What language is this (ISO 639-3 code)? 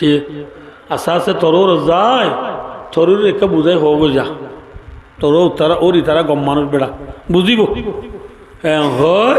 rhg